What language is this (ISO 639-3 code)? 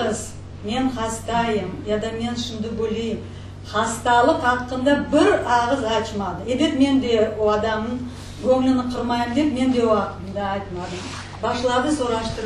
crh